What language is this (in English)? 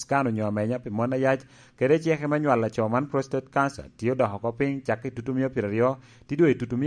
Lango (Uganda)